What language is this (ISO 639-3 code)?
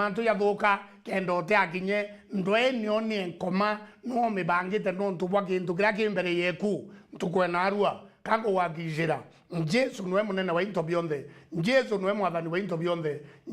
mer